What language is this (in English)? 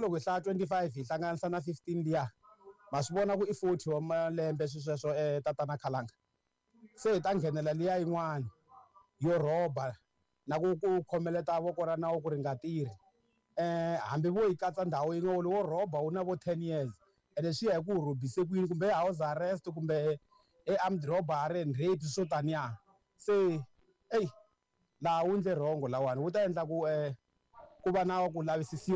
Tsonga